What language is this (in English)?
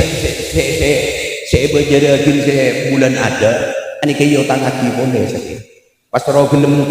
Madurese